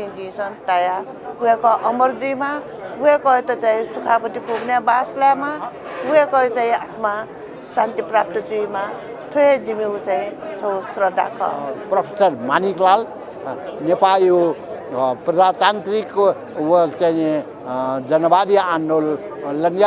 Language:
Newari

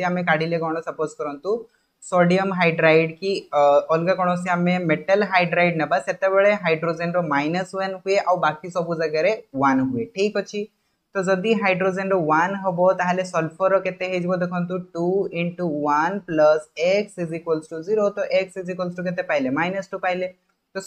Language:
Odia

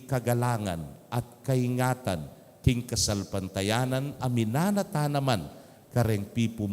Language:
Pampanga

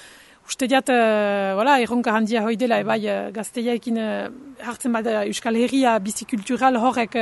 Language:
Basque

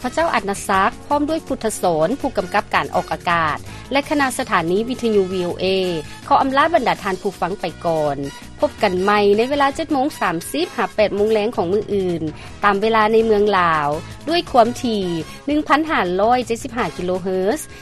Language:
Lao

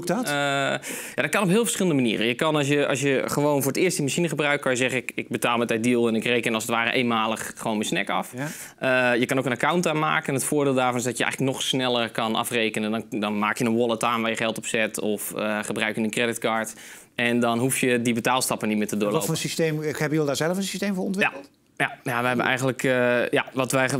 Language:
Dutch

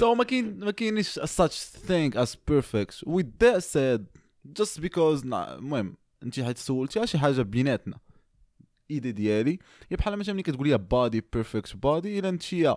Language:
Moroccan Arabic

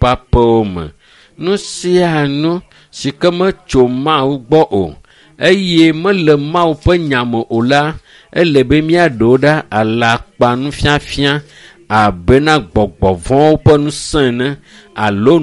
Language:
Ewe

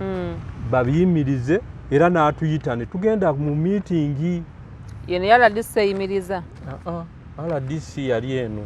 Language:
Ganda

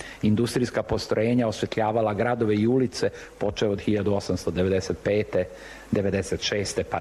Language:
Serbian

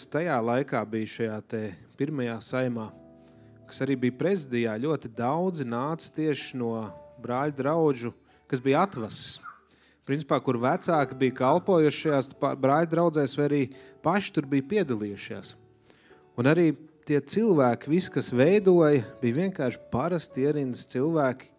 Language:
Latvian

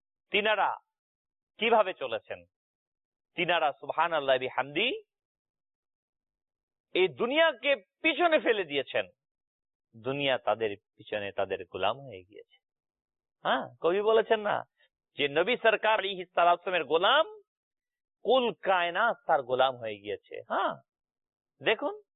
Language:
Bangla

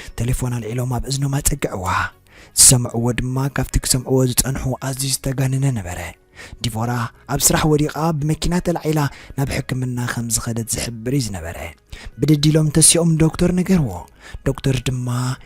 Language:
Tigrinya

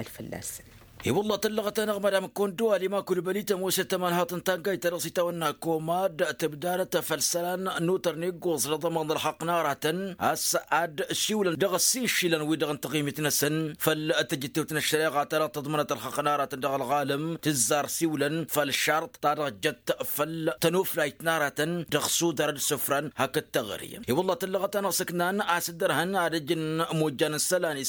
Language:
Tamasheq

